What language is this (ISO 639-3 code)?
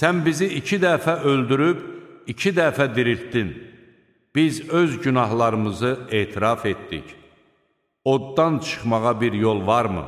aze